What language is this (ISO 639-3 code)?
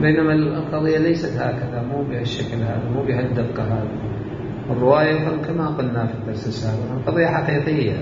acm